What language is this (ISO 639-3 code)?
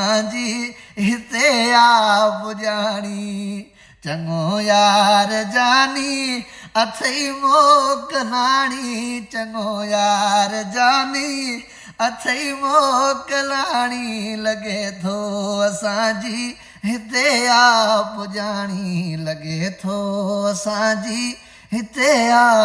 snd